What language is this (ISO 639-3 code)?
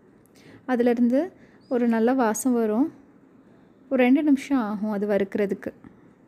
tam